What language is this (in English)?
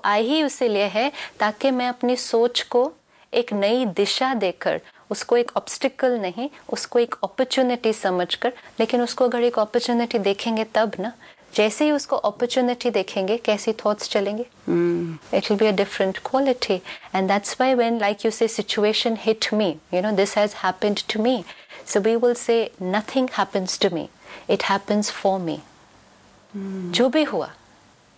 Hindi